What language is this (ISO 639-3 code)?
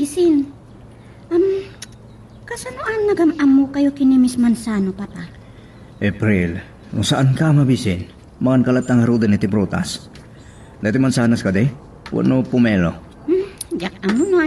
ilo